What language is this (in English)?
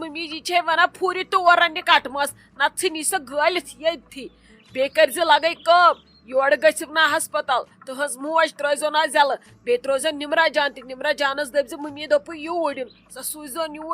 Kashmiri